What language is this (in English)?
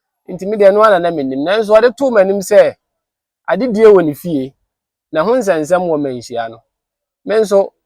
Akan